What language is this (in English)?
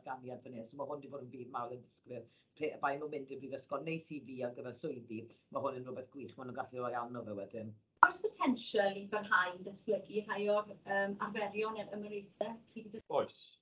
Welsh